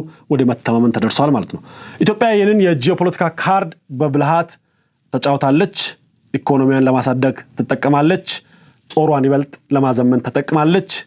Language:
Amharic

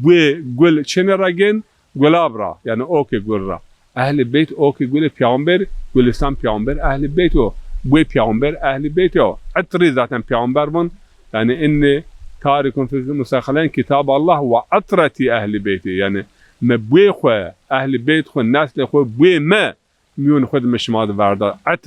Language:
Zaza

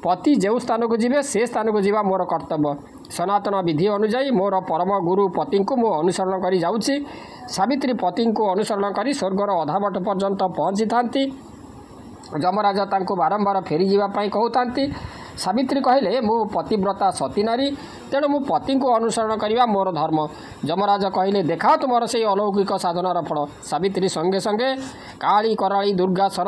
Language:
Odia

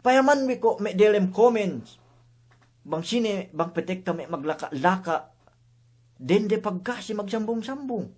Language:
Yakan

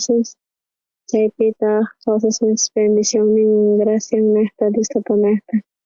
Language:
South Bolivian Quechua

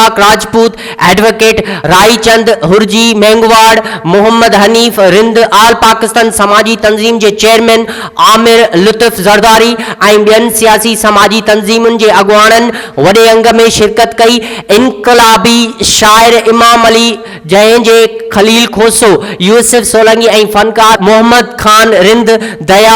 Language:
Sindhi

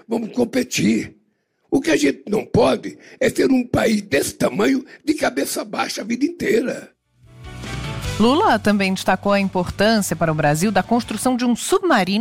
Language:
Portuguese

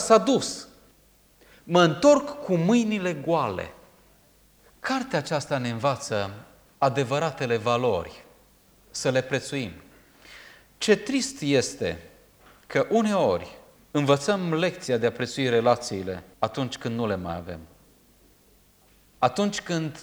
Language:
Romanian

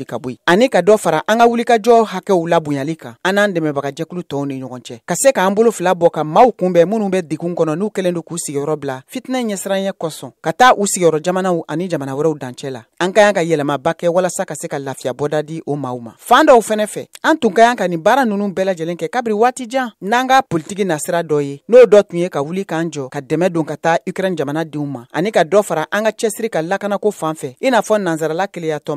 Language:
Bambara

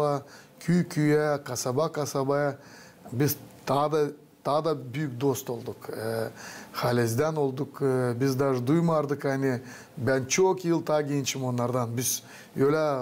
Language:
Gagauz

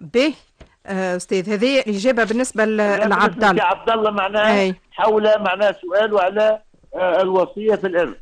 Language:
Tunisian Arabic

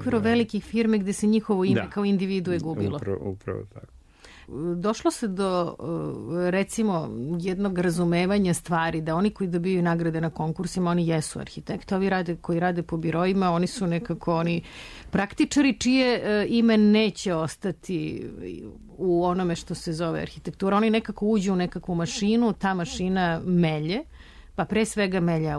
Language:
Serbian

